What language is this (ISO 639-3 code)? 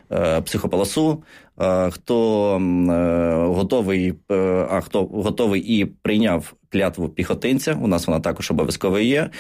ukr